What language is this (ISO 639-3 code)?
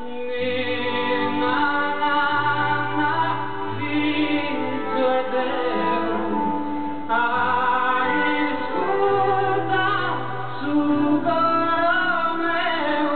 srd